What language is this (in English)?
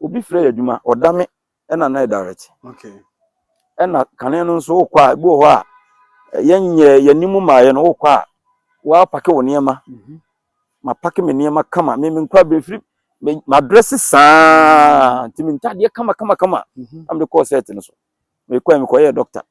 Akan